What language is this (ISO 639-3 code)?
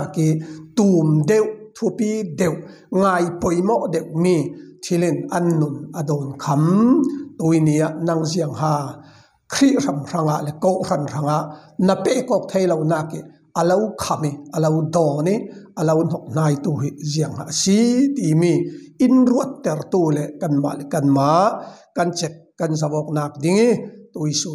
cfm